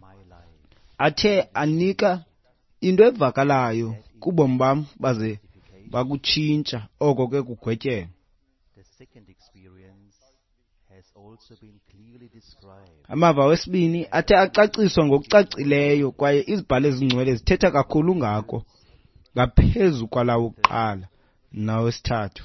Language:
Xhosa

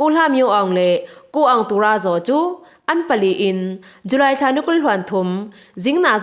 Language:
Falam Chin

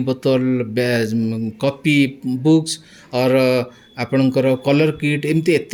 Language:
Odia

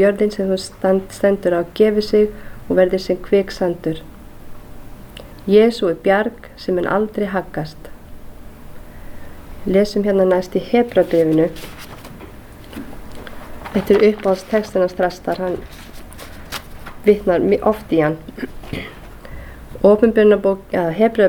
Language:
Icelandic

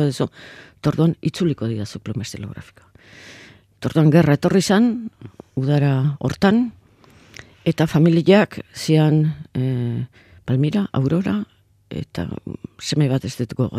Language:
Basque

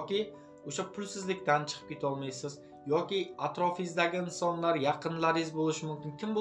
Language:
Uzbek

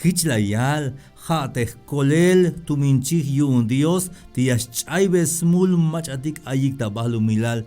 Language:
Tzeltal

